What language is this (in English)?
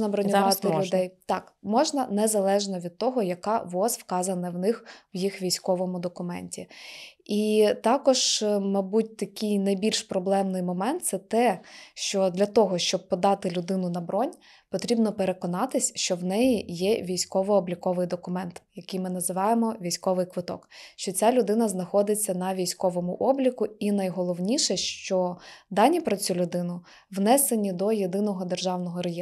Ukrainian